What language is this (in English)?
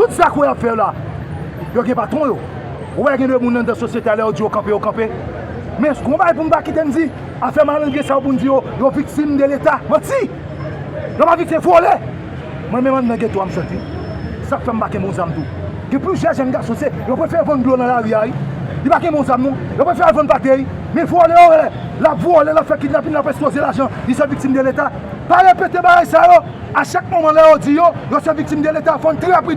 Haitian Creole